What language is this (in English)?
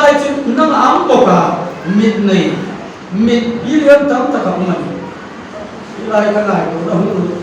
Hmar